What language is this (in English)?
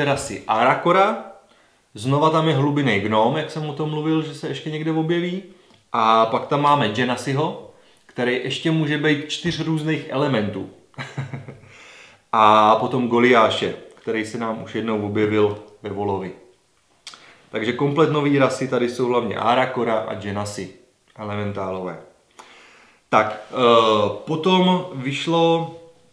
Czech